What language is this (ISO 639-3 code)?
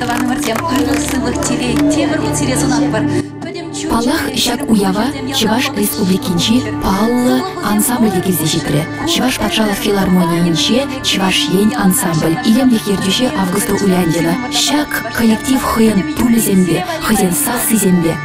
chv